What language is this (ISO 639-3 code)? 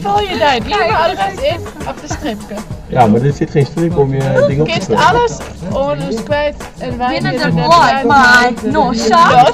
fry